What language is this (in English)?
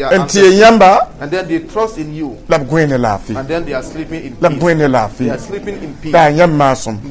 Mossi